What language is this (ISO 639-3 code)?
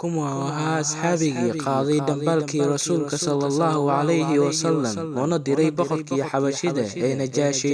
som